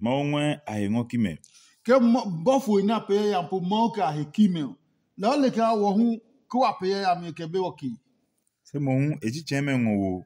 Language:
Adangme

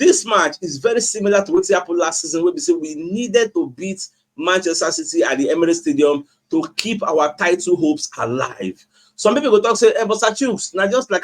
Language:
Nigerian Pidgin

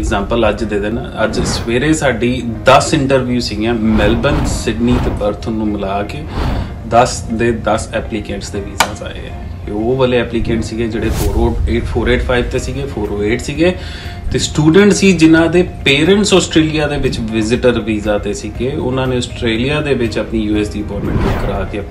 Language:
Punjabi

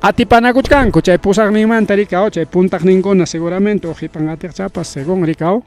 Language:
Ayacucho Quechua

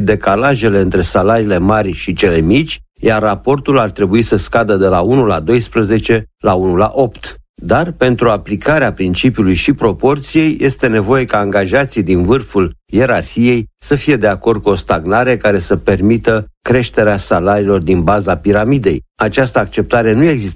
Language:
Romanian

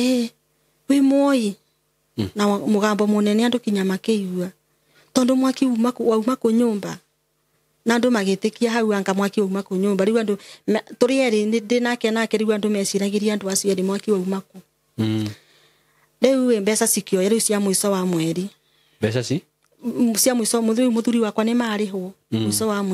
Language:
Kikuyu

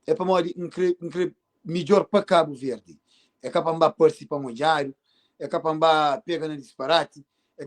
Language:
Kabuverdianu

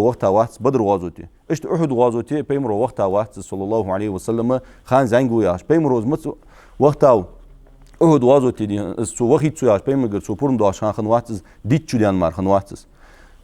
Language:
Ingush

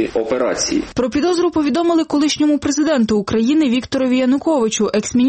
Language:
Ukrainian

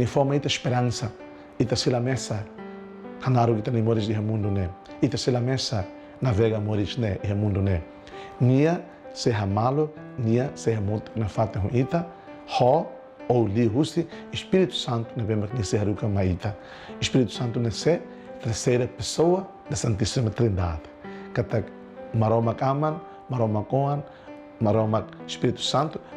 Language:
Tetum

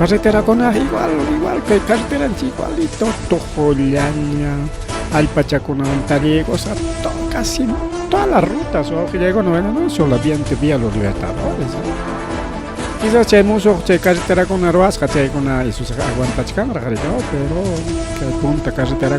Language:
Ayacucho Quechua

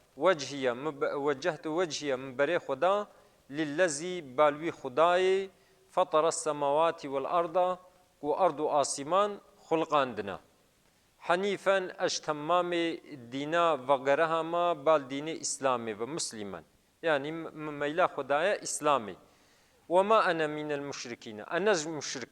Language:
Kurdish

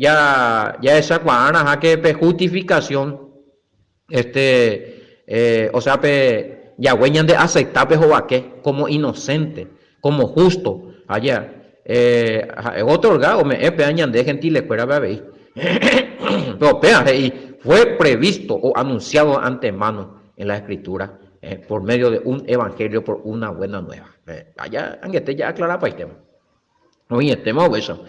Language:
Guarani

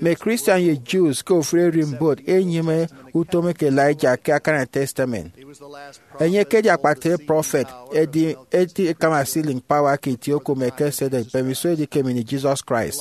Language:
Efik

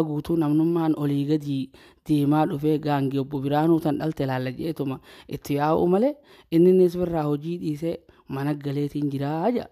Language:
Oromo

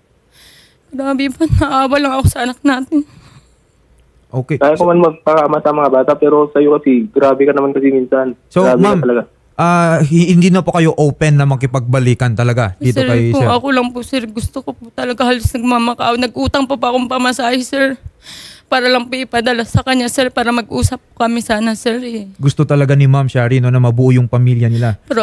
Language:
Filipino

